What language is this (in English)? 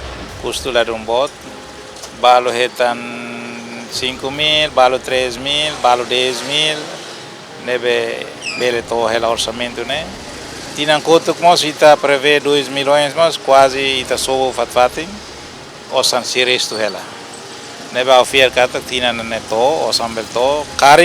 Tetum